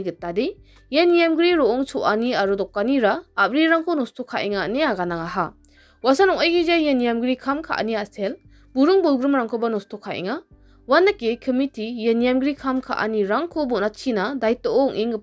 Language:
Garo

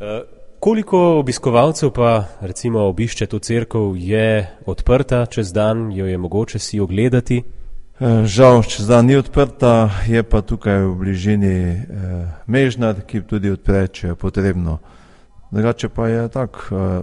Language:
Slovenian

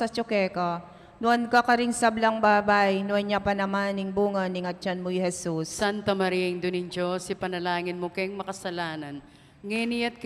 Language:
Pampanga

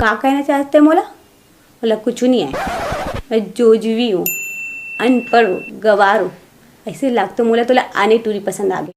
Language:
Chhattisgarhi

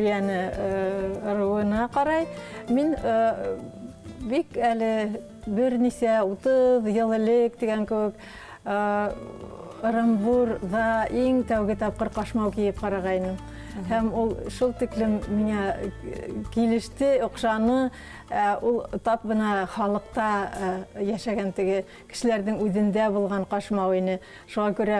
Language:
Bashkir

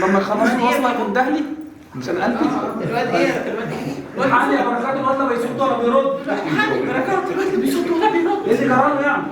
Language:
Egyptian Arabic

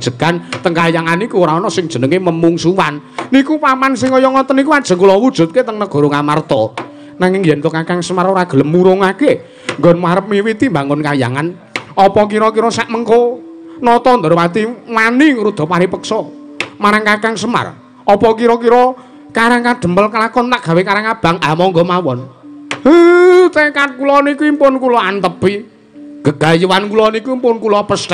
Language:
Javanese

